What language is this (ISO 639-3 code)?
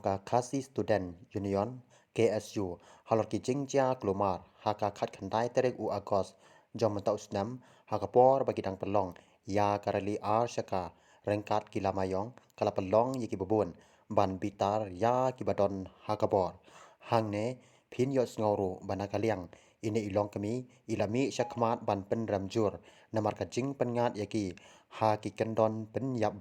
kha